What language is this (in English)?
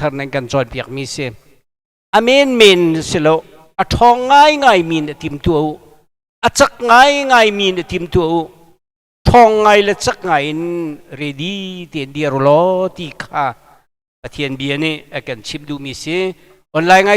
Hakha Chin